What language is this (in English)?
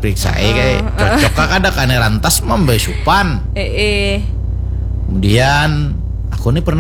Banjar